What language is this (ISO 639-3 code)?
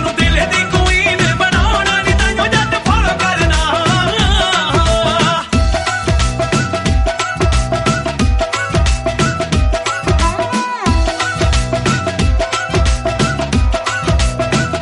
pan